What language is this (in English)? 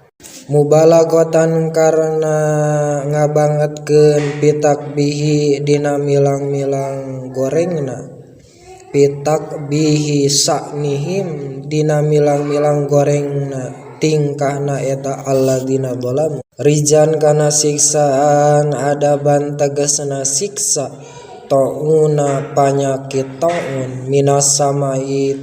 Sundanese